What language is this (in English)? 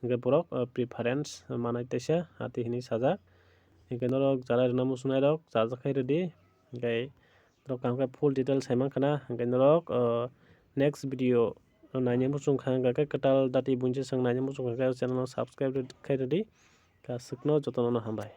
Kok Borok